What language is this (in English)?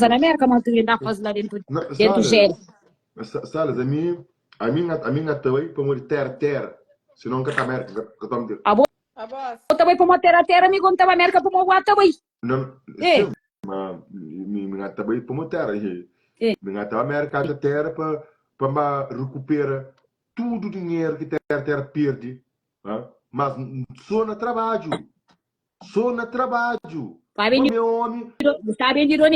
Kabuverdianu